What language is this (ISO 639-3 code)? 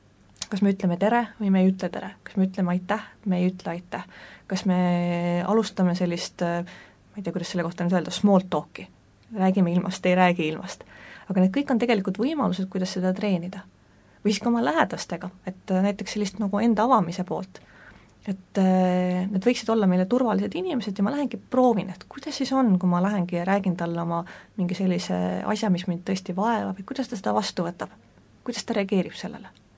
est